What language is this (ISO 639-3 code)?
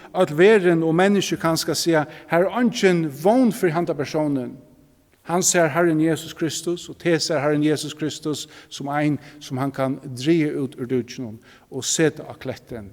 fao